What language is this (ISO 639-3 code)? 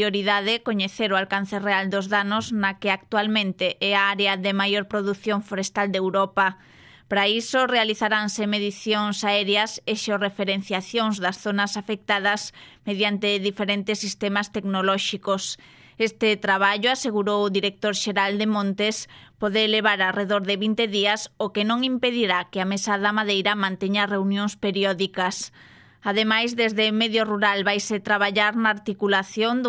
glg